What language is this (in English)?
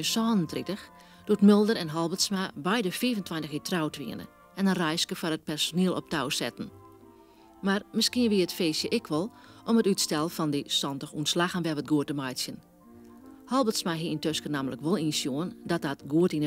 Western Frisian